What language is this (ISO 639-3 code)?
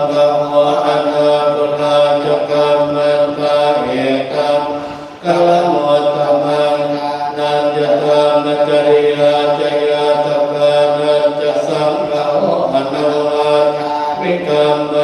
pli